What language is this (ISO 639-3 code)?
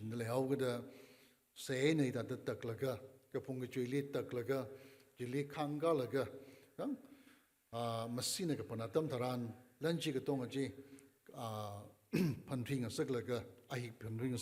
nmf